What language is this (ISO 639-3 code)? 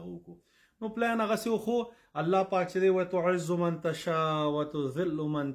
pus